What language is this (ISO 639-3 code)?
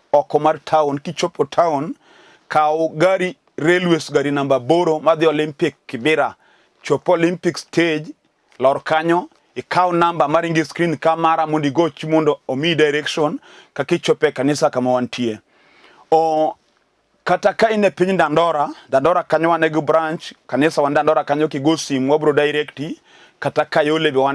luo